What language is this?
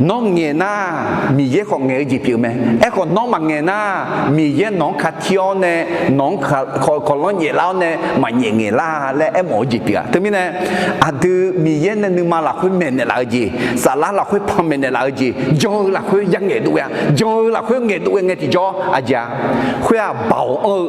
Akha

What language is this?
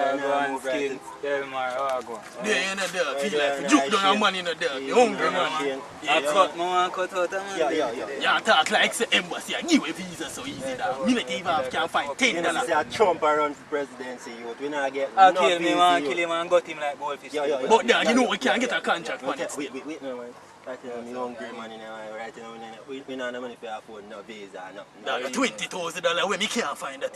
Jamaican Creole English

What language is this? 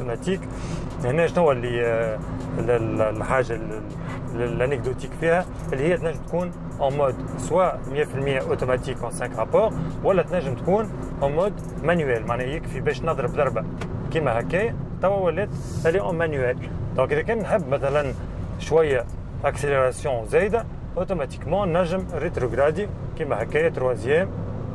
Tunisian Arabic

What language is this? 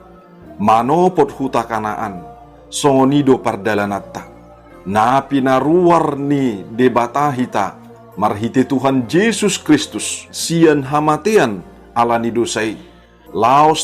Batak Toba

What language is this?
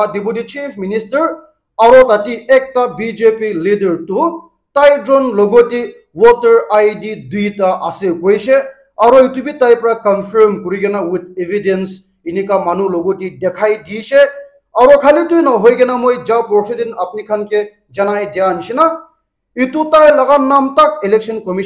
Naga Pidgin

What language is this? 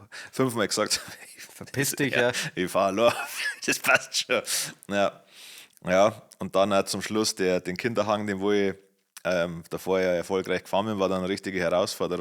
Bavarian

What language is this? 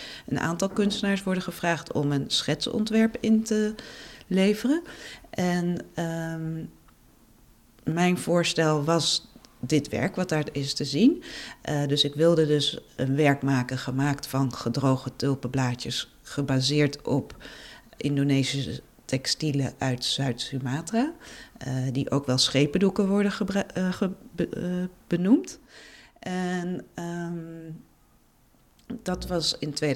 Dutch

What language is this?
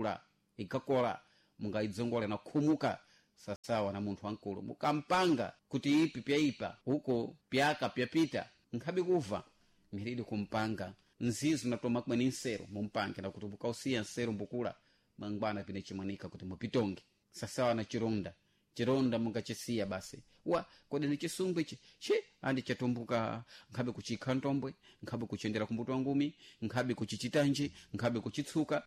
Sena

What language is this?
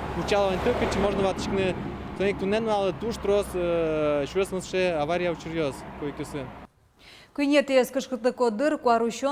Udmurt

